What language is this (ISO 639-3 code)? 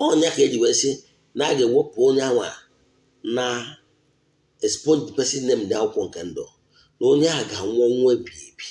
ibo